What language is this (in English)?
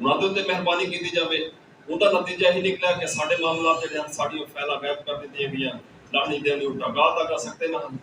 Saraiki